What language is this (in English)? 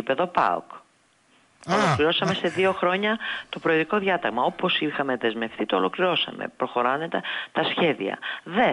Greek